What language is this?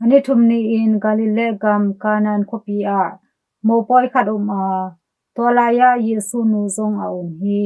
Tedim Chin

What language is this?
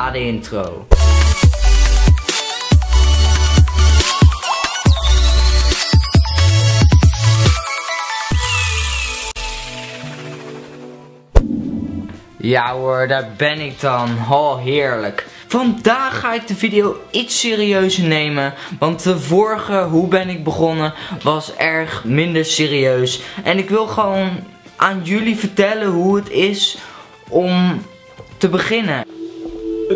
Dutch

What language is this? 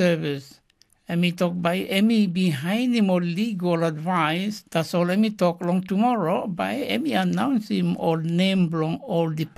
Tok Pisin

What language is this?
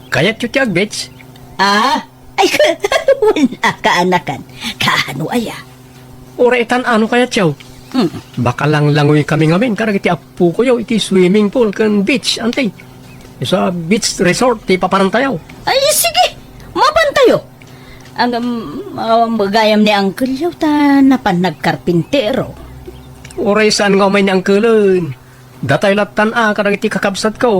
Iloko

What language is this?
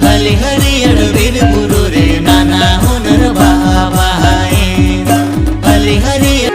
Santali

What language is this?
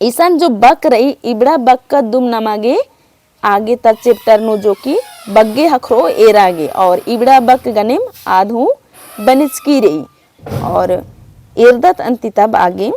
Kurukh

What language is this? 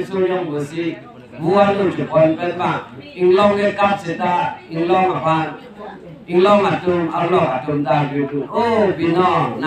Karbi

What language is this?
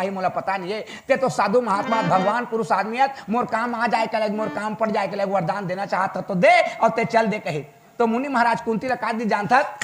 Chhattisgarhi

